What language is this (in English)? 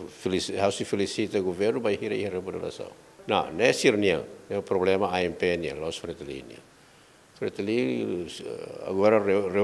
Tetum